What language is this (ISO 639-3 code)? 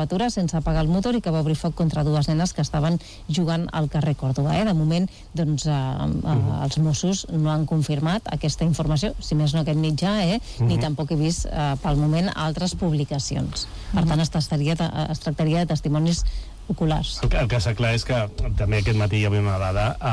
cat